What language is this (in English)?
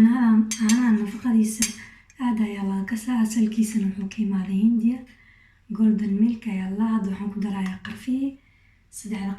Somali